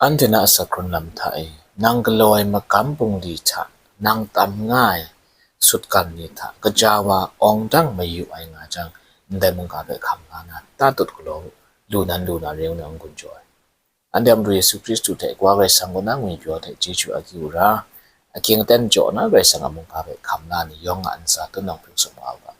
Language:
Kachin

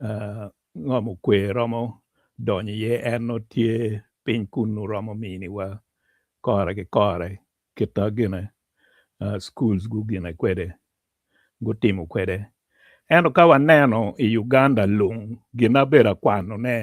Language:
Acoli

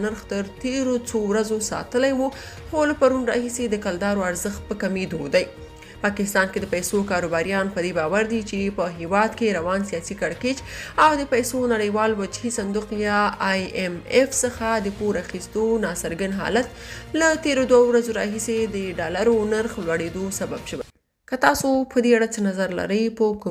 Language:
Pashto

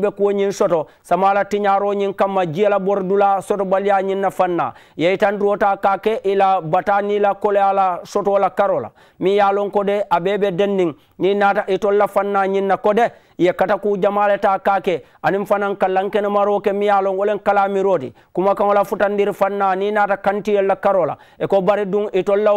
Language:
Mandingo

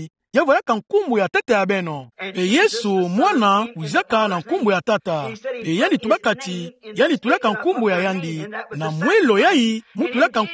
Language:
Kituba (Democratic Republic of Congo)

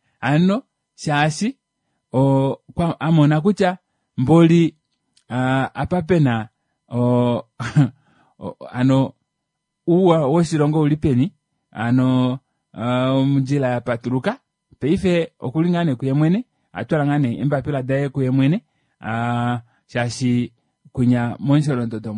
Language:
Kuanyama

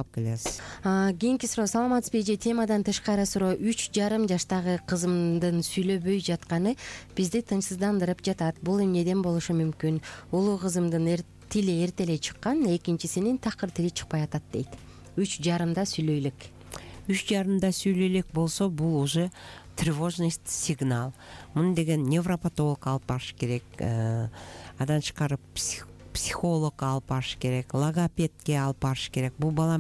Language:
Kyrgyz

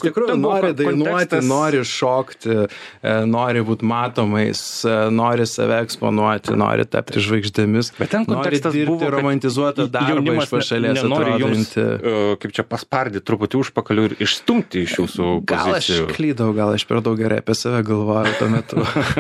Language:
Lithuanian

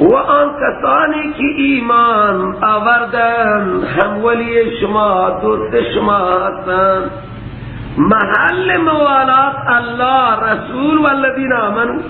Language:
Persian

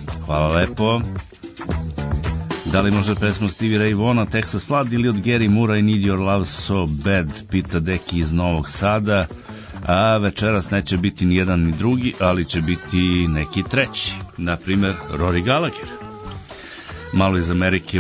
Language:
Serbian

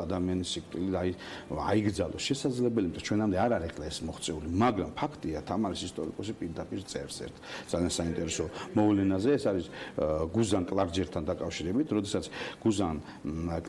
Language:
Georgian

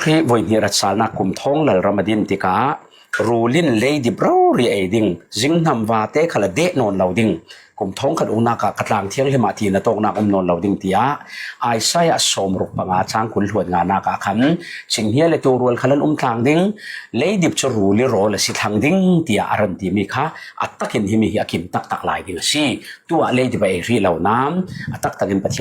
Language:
Falam Chin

